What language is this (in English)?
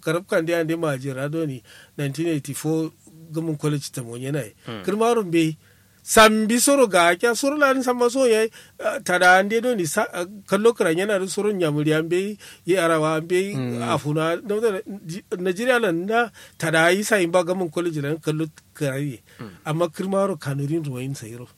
Kanuri